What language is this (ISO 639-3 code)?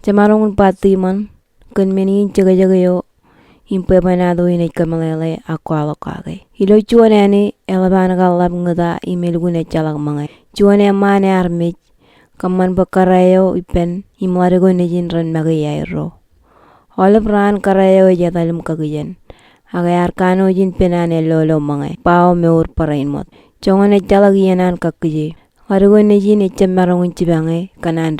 mah